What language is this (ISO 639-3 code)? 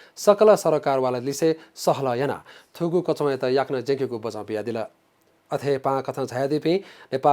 new